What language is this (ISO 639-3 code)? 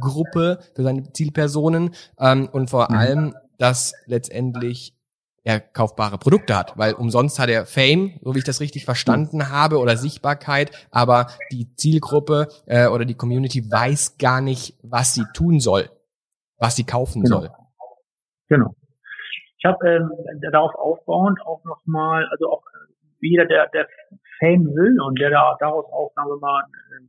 deu